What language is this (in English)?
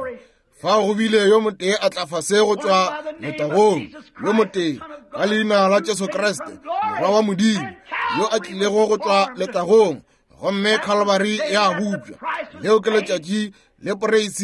Northern Sotho